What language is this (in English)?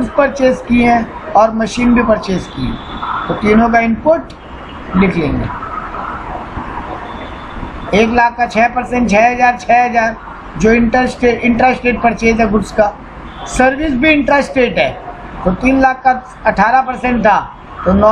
Hindi